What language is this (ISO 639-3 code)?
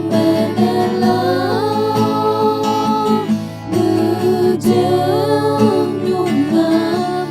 ahk